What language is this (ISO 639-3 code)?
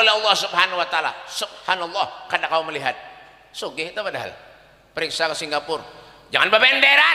bjn